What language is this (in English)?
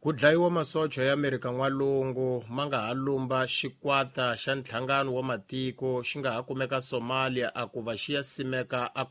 Tsonga